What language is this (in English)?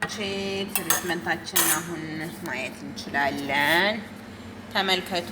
Amharic